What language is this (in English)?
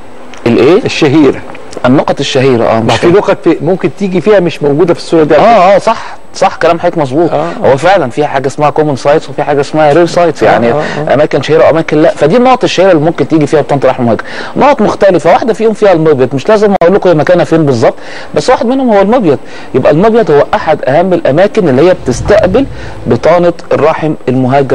Egyptian Arabic